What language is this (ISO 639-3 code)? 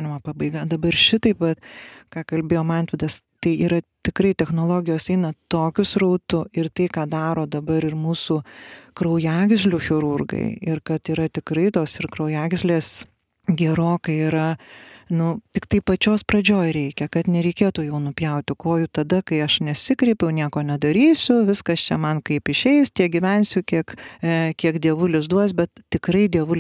lit